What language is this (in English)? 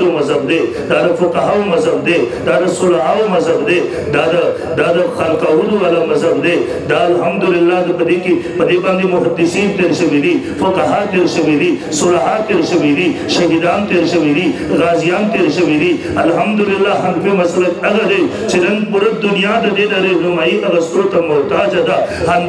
Pashto